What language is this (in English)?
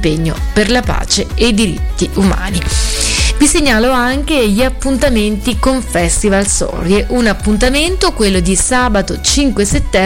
Italian